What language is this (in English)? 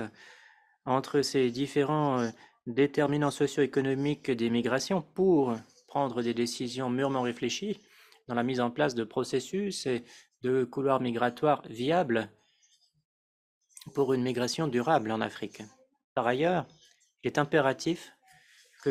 French